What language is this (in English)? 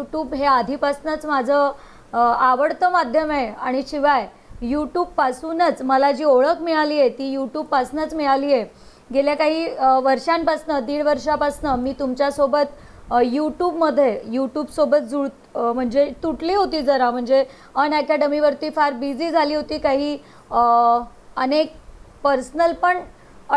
Marathi